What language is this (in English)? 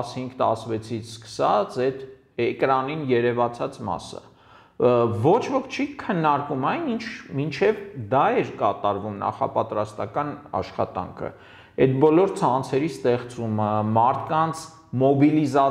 Armenian